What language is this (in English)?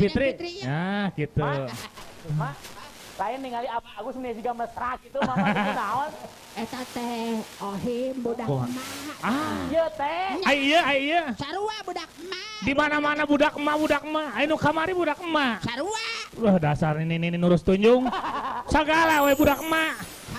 Sundanese